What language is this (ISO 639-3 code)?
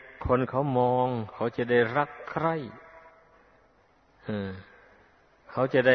tha